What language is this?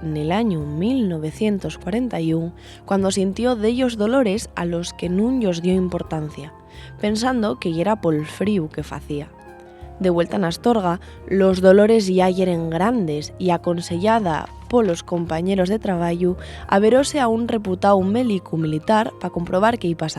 Asturian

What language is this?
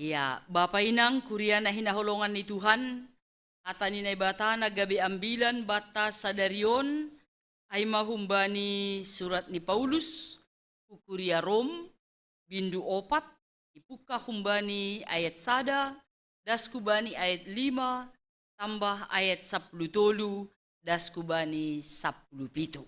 Batak Simalungun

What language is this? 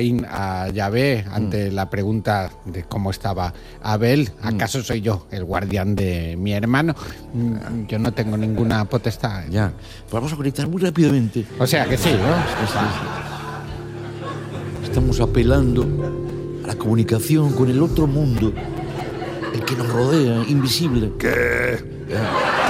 Spanish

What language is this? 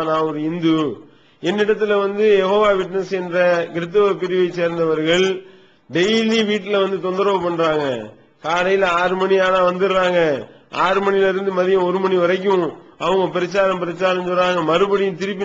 Tamil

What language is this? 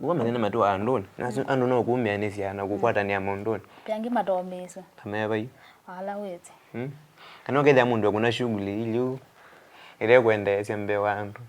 Kamba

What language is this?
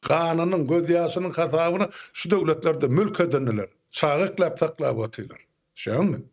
Turkmen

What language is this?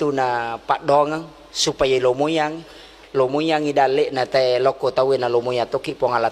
Buginese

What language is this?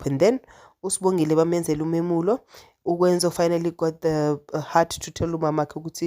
Zulu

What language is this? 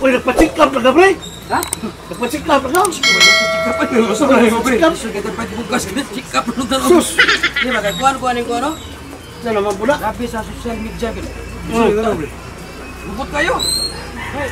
Cebuano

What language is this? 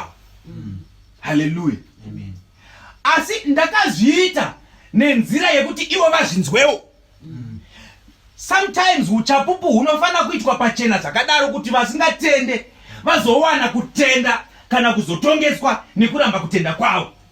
Shona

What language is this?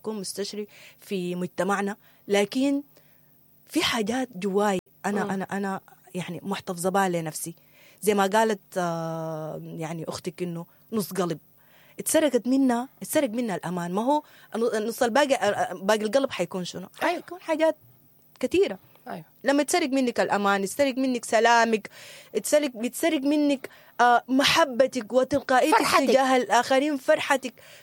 Sudanese Arabic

